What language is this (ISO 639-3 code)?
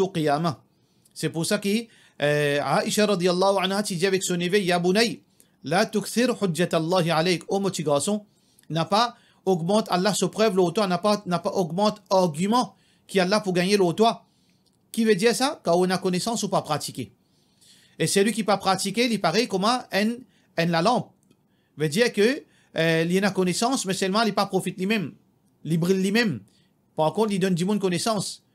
mfe